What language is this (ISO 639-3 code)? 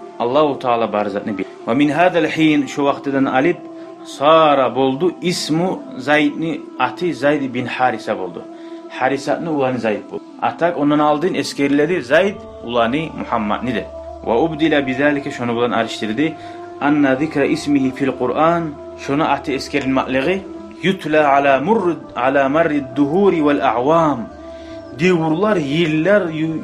kum